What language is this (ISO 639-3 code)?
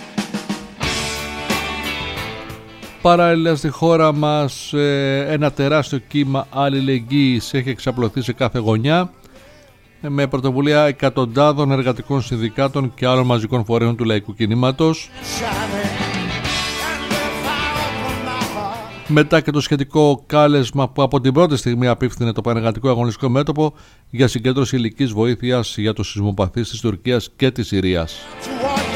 ell